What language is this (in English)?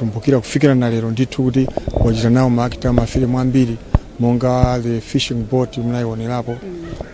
Nyanja